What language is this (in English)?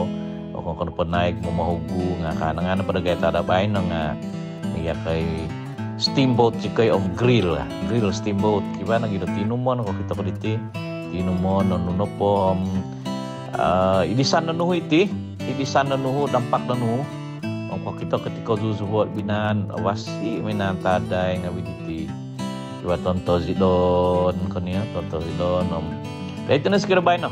Central Dusun